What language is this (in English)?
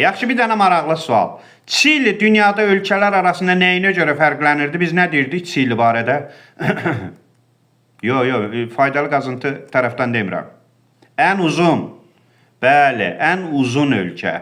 Azerbaijani